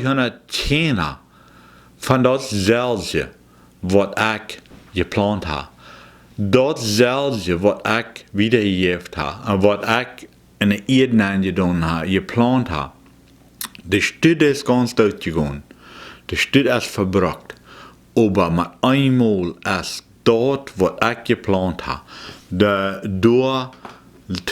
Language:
Plautdietsch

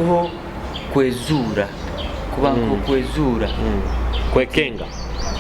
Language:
Nyoro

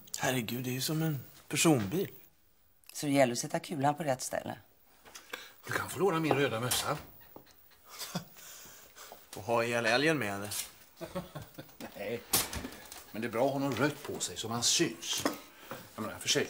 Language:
Swedish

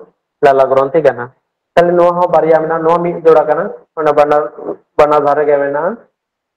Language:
Santali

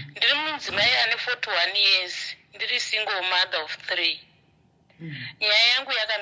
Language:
Shona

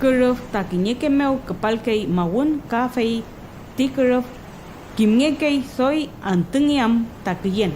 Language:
Mapuche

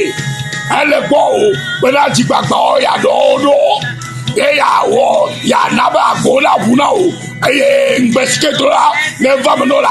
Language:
Ewe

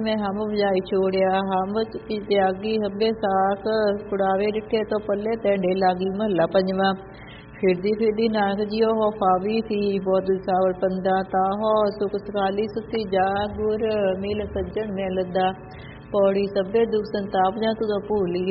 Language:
Punjabi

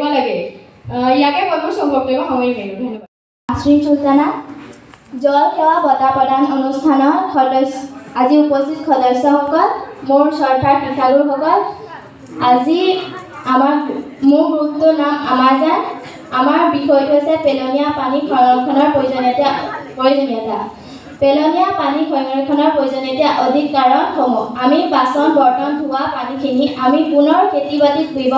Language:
Assamese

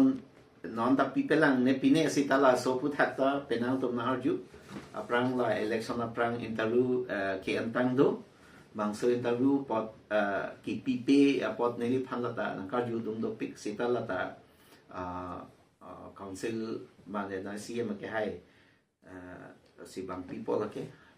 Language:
Karbi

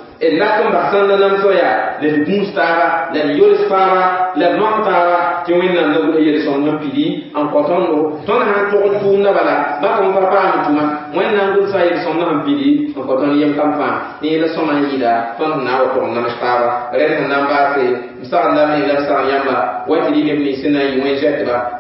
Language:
Mossi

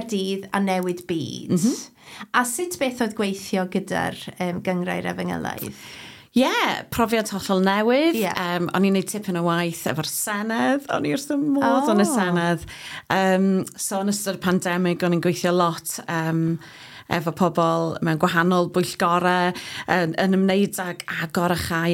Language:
Welsh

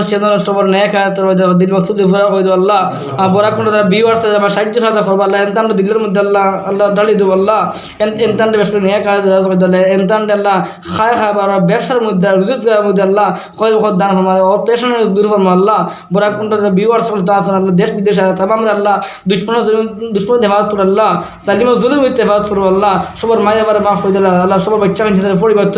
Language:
Sylheti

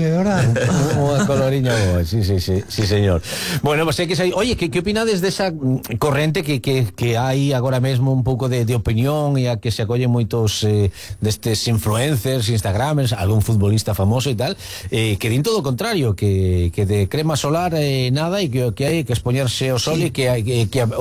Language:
Galician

